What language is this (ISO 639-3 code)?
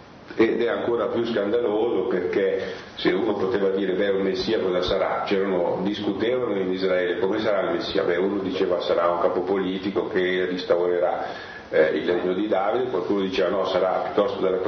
ita